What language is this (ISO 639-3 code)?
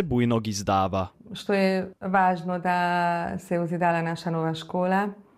hrv